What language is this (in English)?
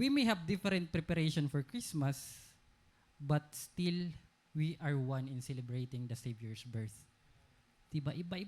Waray